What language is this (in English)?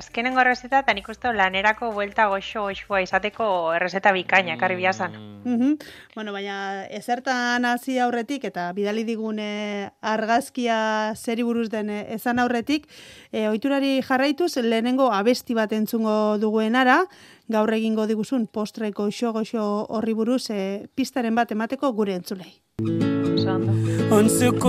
Basque